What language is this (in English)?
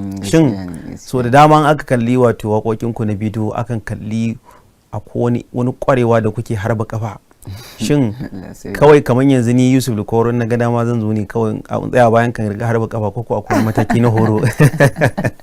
Hausa